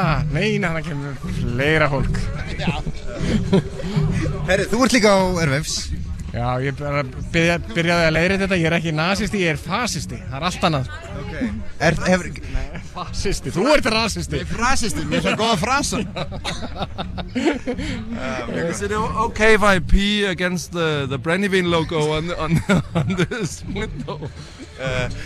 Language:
Icelandic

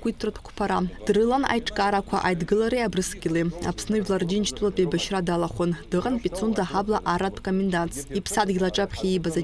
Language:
Abkhazian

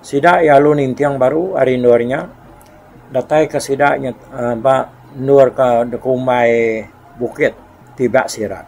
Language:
Iban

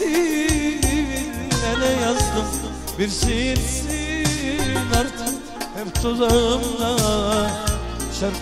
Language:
Turkish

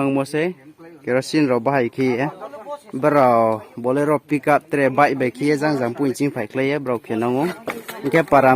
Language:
Riang (India)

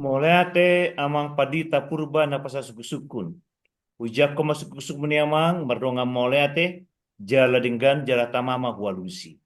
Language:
Batak Toba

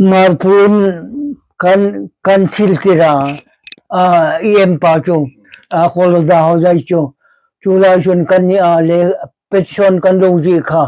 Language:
Hmar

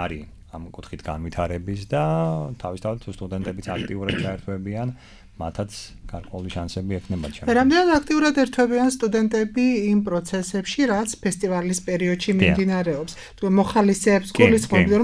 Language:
Georgian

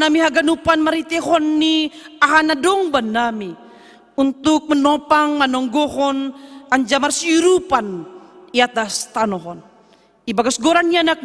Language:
Batak Simalungun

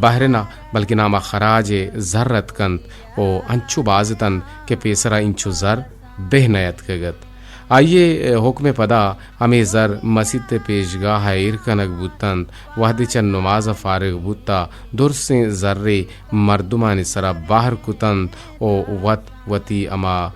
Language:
Eastern Balochi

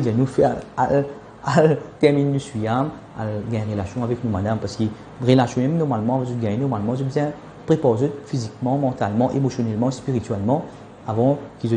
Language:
Morisyen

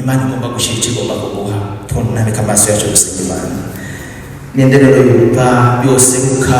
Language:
Rundi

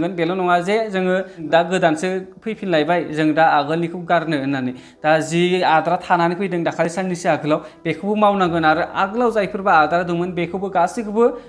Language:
Bodo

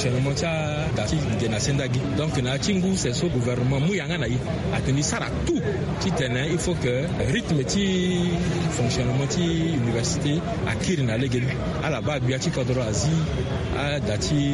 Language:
Sango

